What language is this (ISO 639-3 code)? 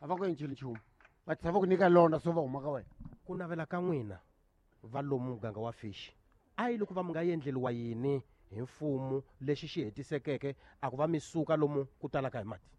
tso